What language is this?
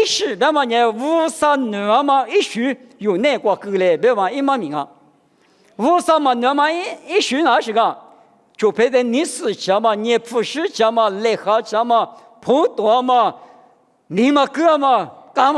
Lisu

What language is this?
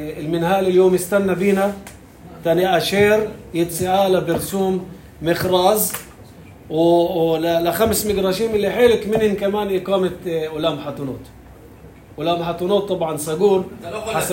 North Levantine Arabic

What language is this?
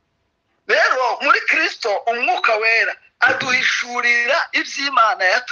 Kinyarwanda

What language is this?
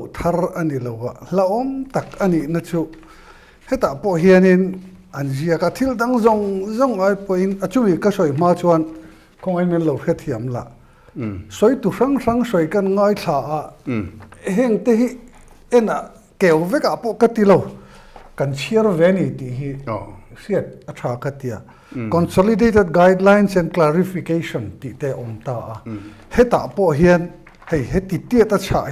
Mizo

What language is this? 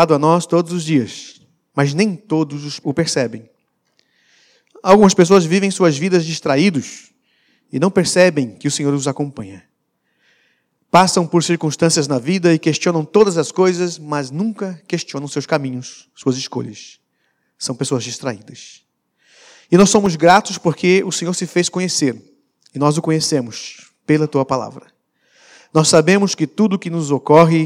Portuguese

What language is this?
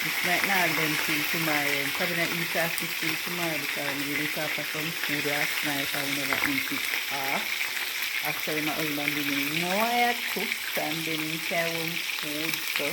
Jamaican Creole English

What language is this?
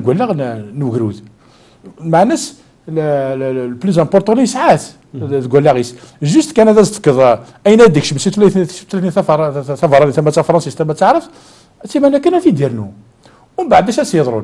Kabyle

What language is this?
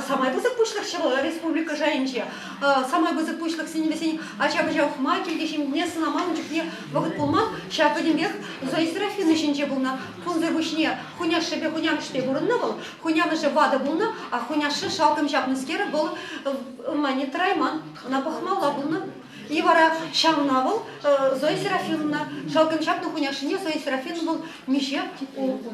Chuvash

